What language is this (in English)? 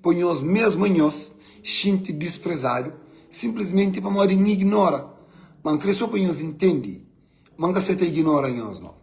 Kabuverdianu